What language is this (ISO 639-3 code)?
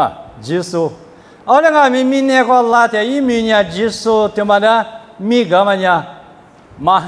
lis